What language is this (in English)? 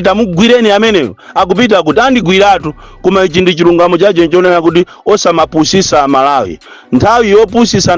Nyanja